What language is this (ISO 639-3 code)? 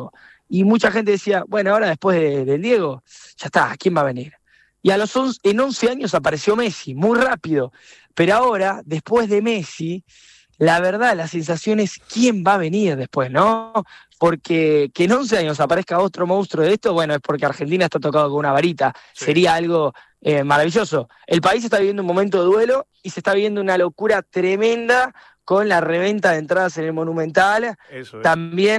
spa